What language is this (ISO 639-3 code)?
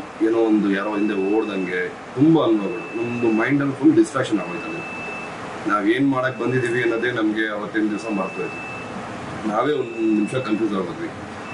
kan